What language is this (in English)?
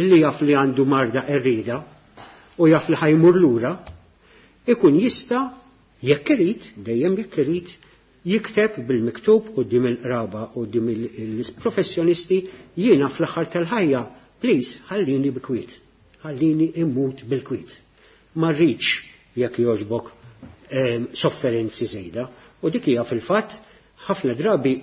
Maltese